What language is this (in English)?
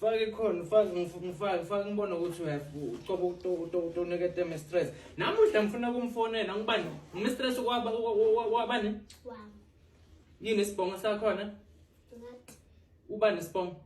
Zulu